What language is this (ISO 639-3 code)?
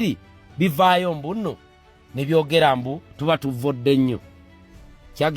lug